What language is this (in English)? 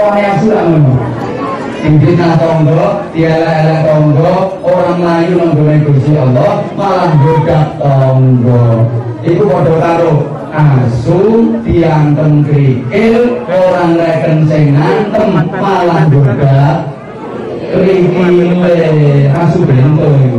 Javanese